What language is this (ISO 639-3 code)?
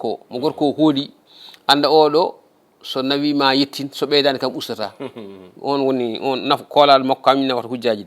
ful